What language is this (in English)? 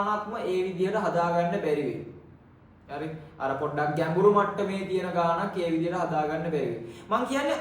Sinhala